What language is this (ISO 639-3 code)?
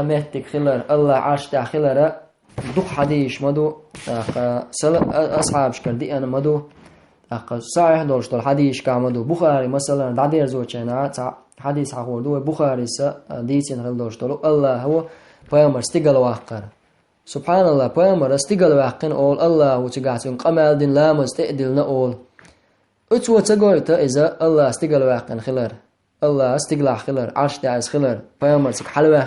che